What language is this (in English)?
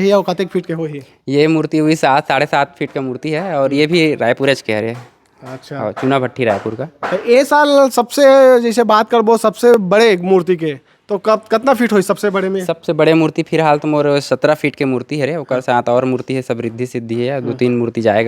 Chhattisgarhi